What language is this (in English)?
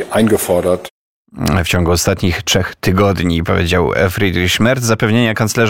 Polish